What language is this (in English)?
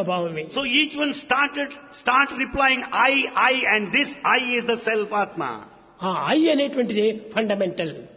Telugu